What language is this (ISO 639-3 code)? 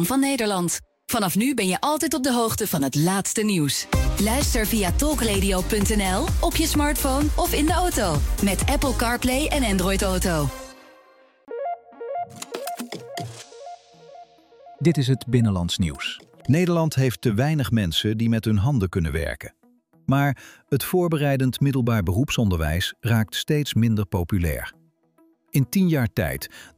nld